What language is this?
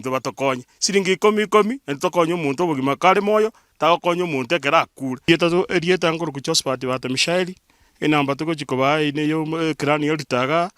Gusii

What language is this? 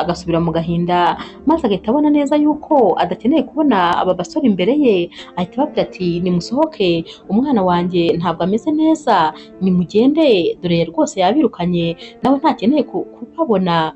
Kinyarwanda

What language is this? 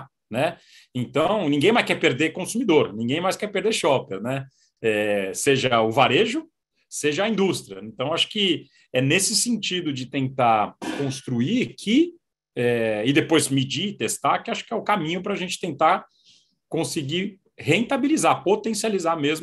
Portuguese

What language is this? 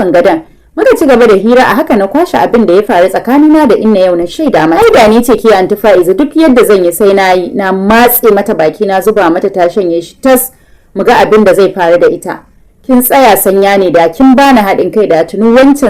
Hausa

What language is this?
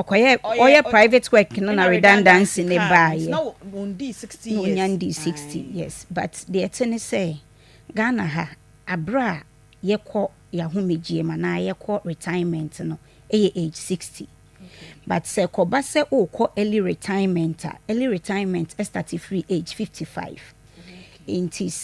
Akan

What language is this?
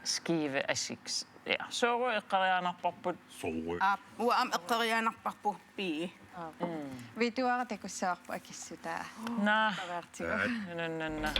Kalaallisut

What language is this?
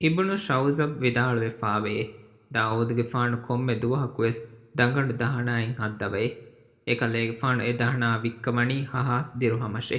Divehi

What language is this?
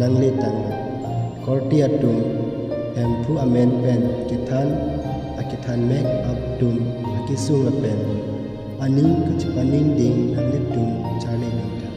Karbi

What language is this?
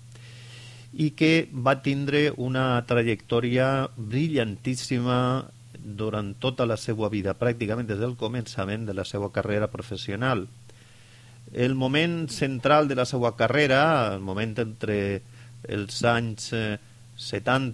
Catalan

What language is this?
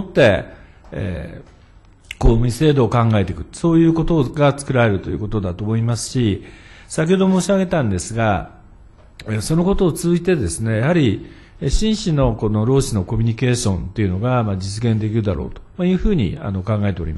Japanese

